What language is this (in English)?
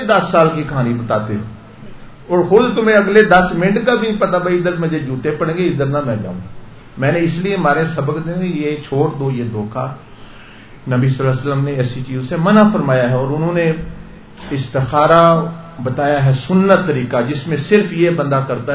Urdu